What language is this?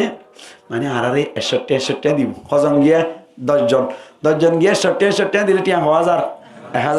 Rohingya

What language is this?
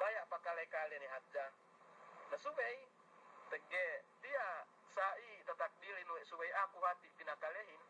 Yakan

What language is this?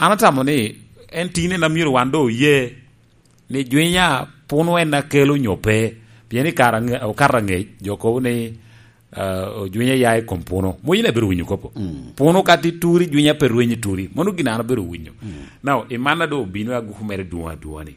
Lango (Uganda)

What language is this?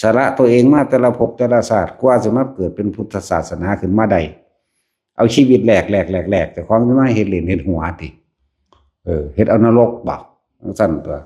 Northeastern Thai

